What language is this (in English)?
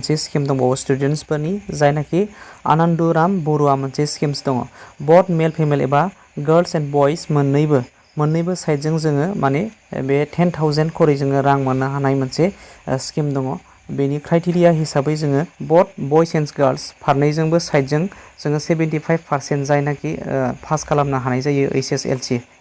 Bodo